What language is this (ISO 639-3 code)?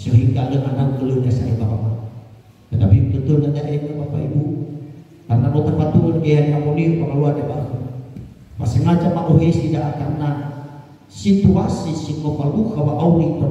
nia